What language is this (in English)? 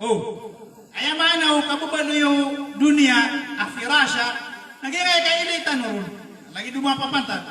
Maranao